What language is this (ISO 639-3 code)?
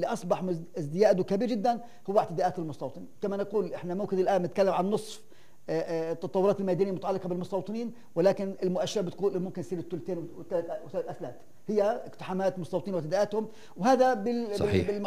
apc